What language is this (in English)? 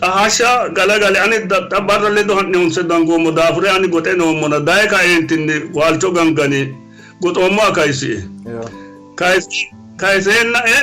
Sidamo